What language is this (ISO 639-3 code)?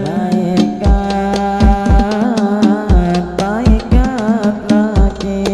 bjn